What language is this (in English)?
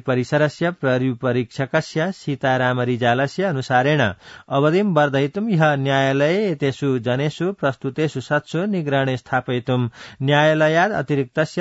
Sanskrit